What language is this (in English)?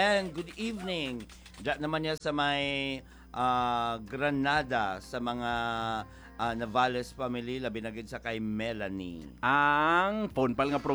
Hiligaynon